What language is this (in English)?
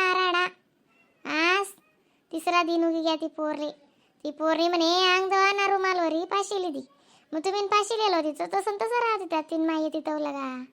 Khandesi